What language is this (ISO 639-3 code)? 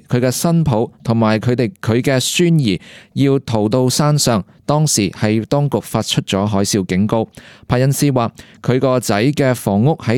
yue